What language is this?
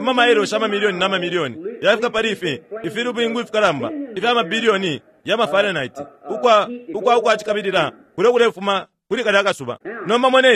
Bemba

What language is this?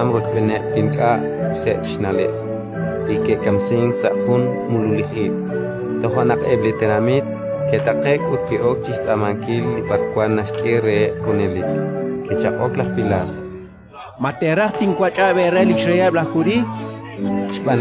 Kekchí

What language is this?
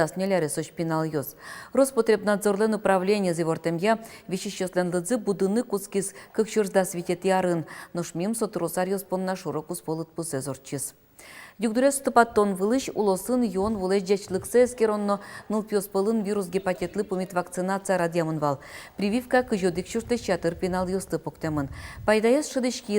Udmurt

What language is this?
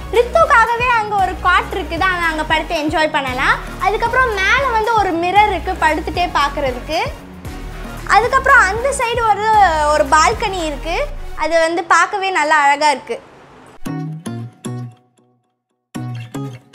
Tamil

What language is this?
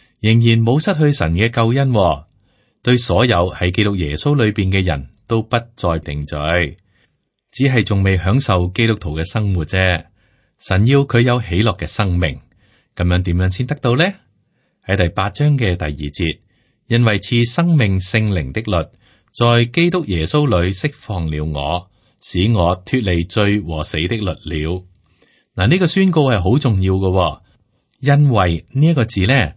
Cantonese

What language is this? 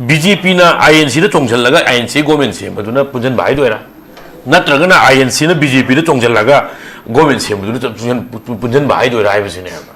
Manipuri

